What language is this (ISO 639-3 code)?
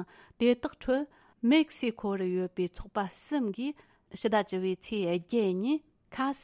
bod